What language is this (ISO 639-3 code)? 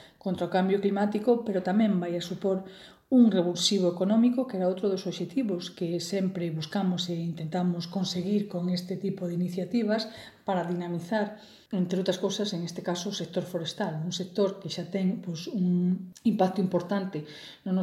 glg